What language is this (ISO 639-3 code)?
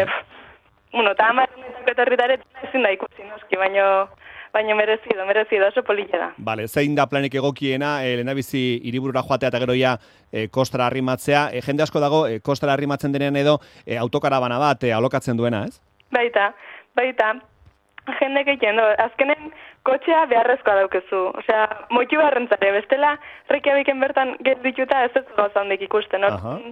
eus